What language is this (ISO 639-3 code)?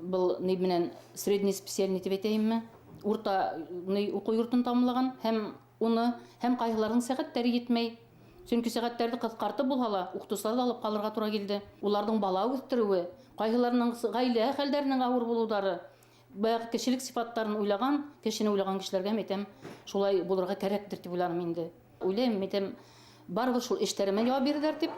bak